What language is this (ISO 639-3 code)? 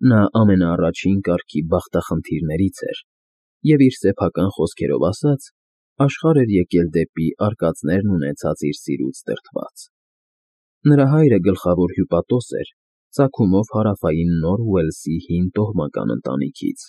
hye